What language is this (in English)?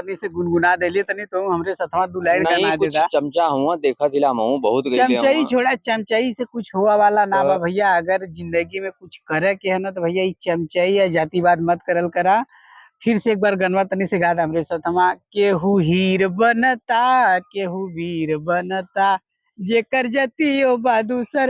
Bhojpuri